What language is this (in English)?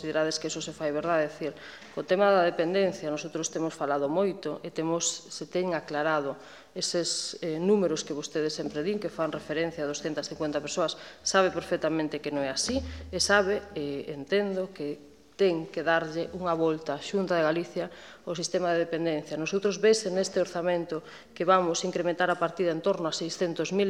Galician